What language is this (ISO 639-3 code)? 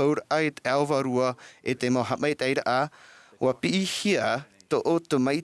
tah